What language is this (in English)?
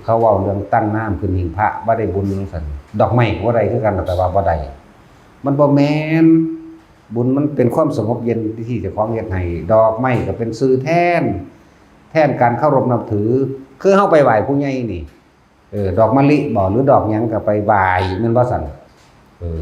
Northeastern Thai